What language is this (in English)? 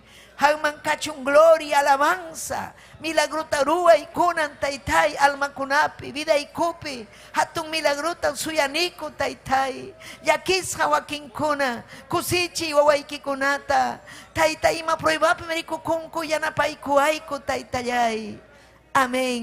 Ayacucho Quechua